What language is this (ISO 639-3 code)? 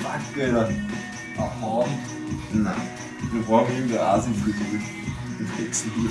bar